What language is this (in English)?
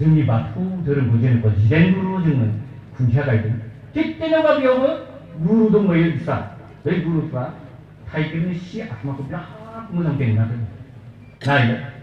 Bodo